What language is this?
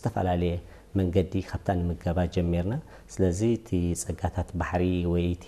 Tigrinya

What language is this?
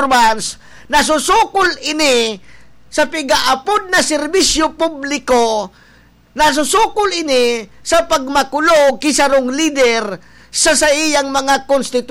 Bikol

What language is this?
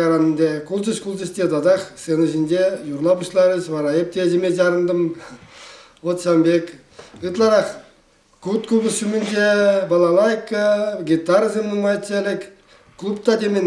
Chuvash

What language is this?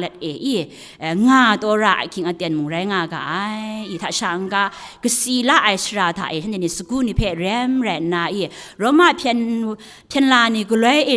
Kachin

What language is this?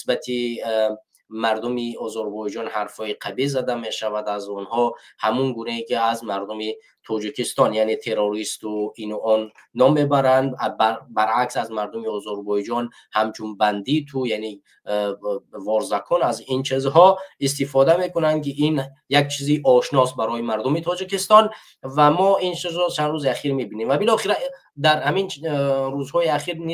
Tajik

